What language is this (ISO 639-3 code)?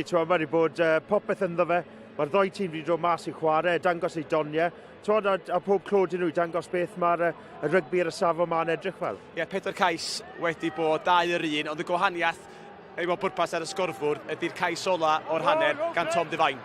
cym